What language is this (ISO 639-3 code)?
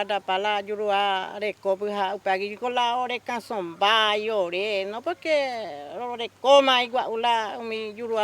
grn